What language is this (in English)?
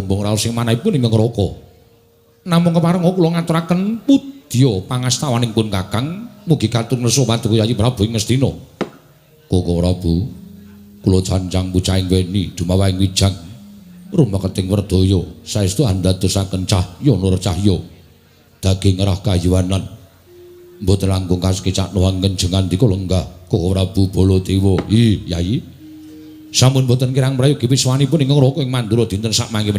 Javanese